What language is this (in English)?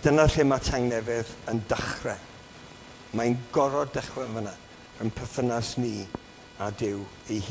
Welsh